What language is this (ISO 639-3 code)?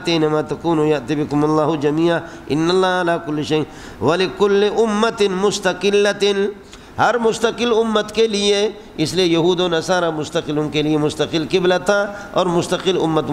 urd